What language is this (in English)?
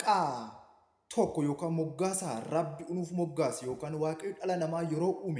Oromo